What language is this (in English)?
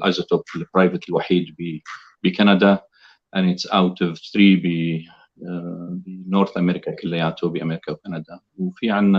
North Levantine Arabic